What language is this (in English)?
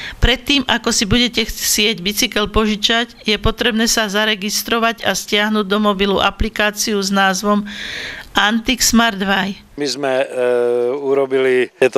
Slovak